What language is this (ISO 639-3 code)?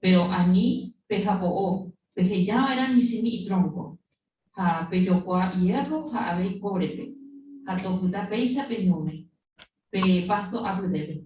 grn